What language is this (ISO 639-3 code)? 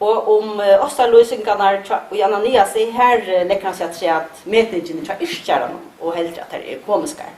fao